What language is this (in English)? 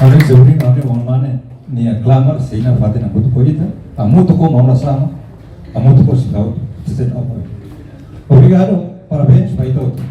Tetum